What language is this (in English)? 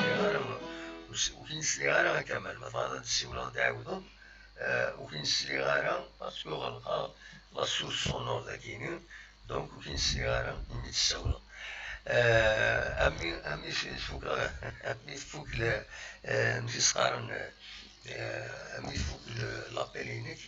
Kabyle